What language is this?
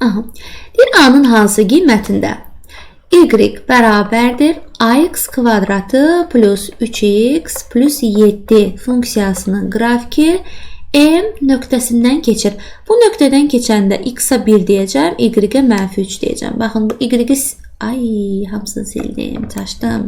Azerbaijani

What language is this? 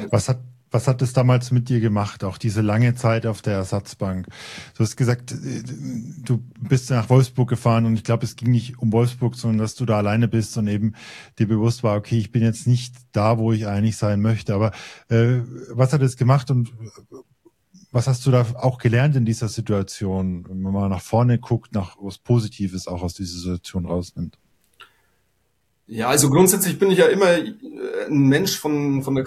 German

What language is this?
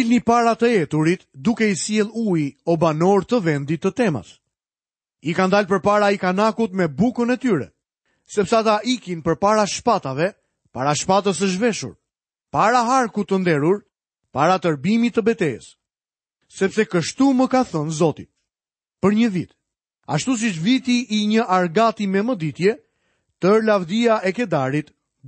Albanian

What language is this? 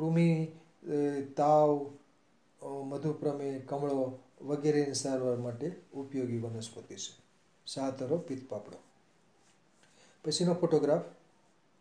Gujarati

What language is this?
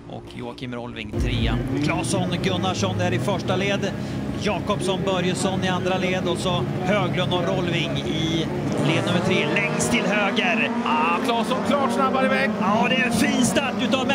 Swedish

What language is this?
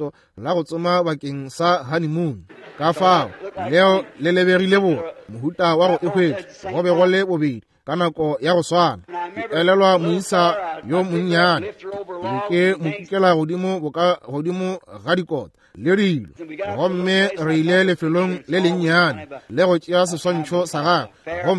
Northern Sotho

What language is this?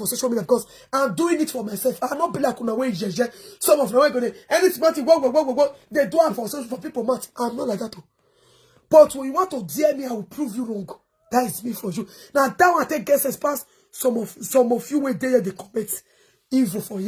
Nigerian Pidgin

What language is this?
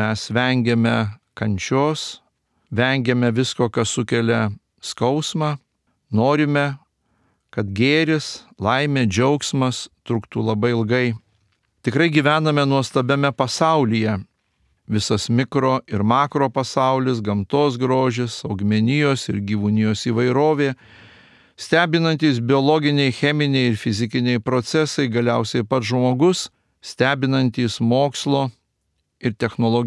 Lithuanian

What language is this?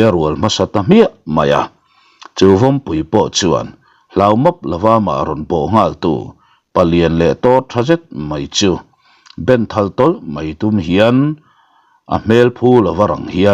Mizo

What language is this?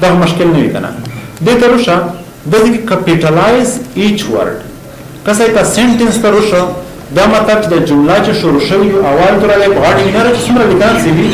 Pashto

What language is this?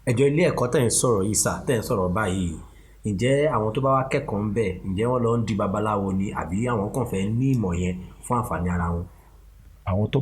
Yoruba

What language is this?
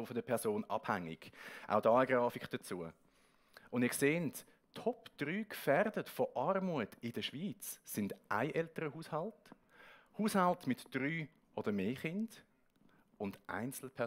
Swiss German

